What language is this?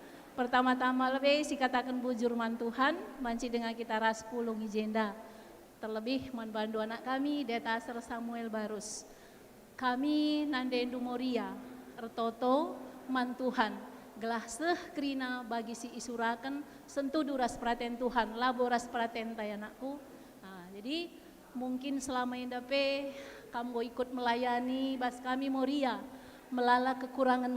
Batak Karo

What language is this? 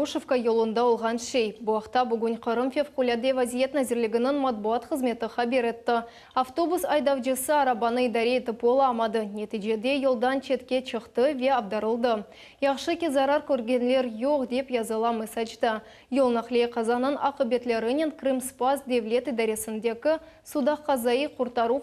Crimean Tatar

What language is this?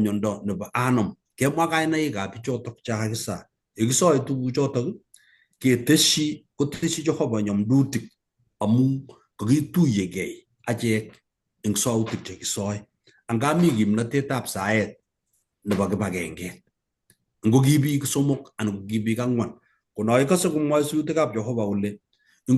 Kalenjin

